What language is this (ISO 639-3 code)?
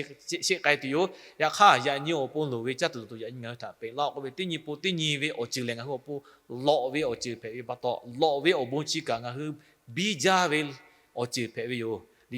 lhu